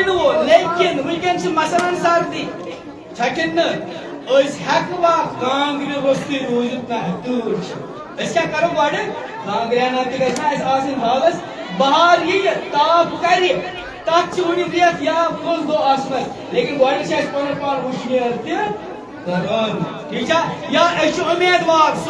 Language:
Kashmiri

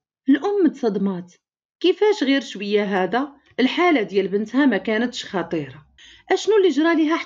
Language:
Moroccan Arabic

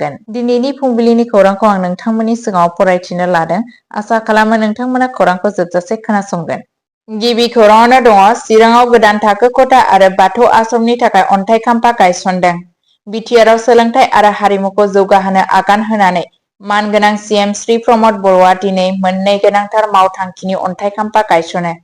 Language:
Bodo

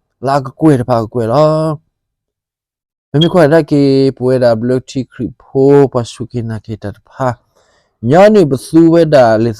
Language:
S'gaw Karen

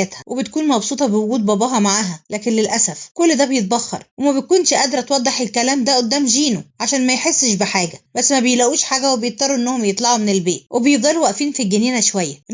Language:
Egyptian Arabic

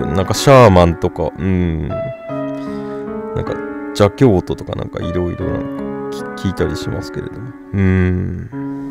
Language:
Japanese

